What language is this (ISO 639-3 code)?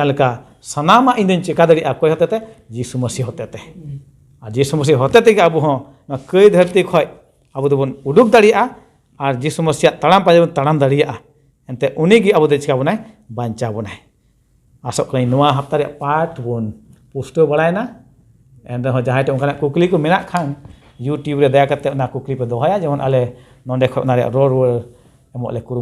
sat